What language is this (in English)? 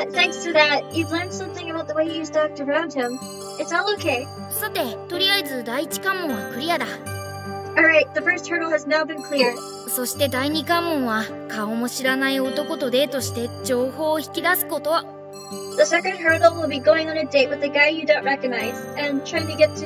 Japanese